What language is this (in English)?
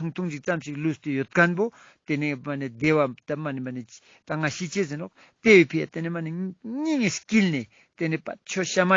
Ladakhi